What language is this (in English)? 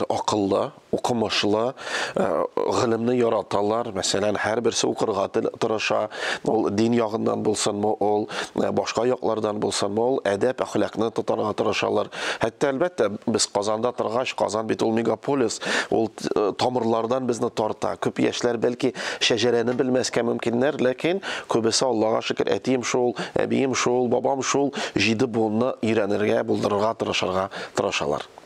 Tatar